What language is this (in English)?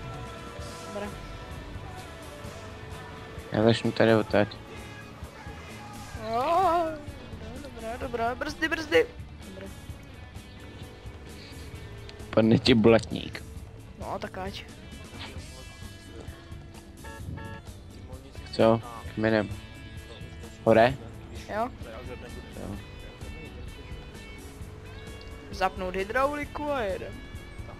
Czech